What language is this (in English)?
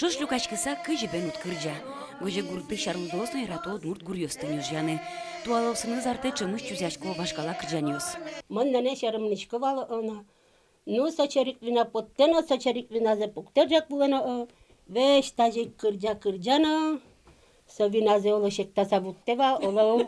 Udmurt